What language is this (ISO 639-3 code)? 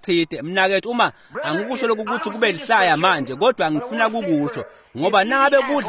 ssw